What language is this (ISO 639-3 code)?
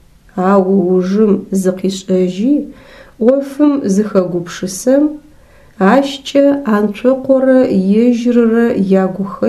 ady